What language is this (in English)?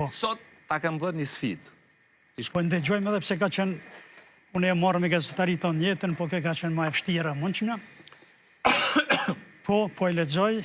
Albanian